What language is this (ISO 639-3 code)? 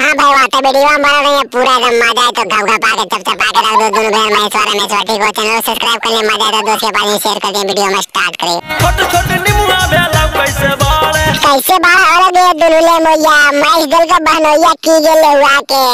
mag